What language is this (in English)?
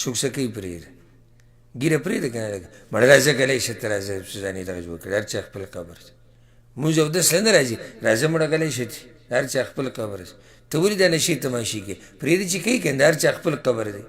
Pashto